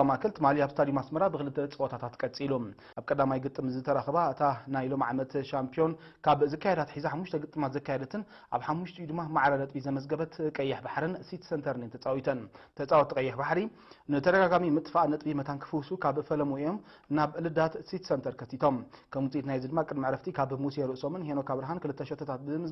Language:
Tigrinya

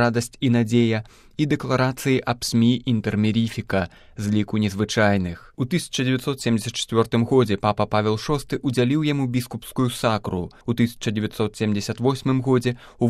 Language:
Belarusian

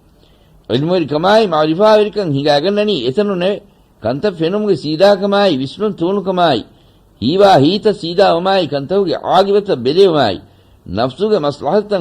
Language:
Divehi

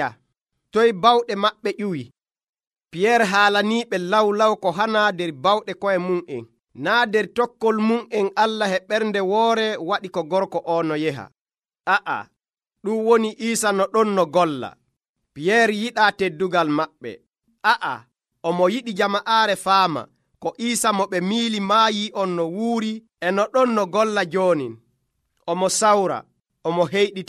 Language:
Nigerian Fulfulde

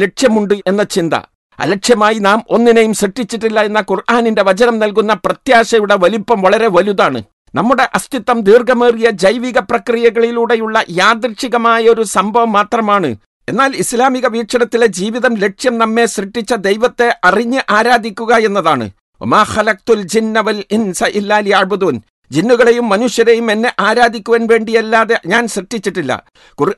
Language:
Malayalam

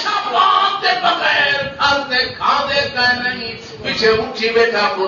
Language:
Saraiki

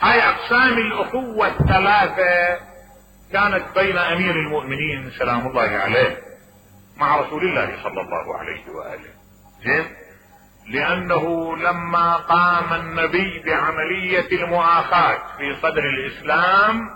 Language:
Mesopotamian Arabic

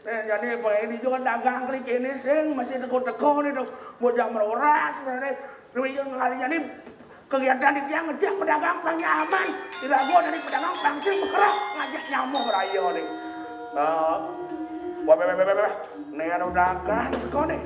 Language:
Balinese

